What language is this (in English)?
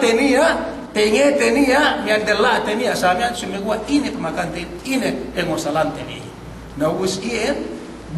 Yakan